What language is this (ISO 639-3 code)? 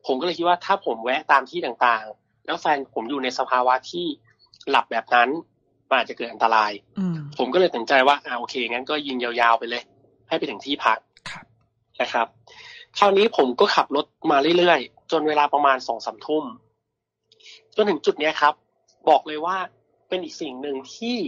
tha